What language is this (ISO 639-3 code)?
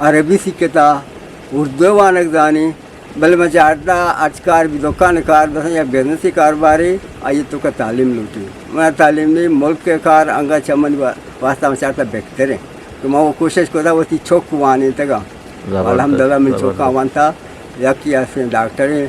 bgp